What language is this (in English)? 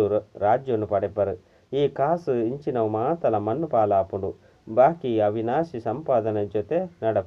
Tulu